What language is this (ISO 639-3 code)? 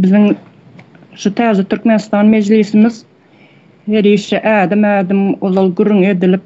tuk